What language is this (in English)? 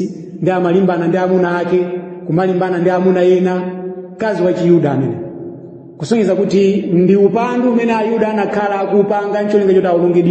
Nyanja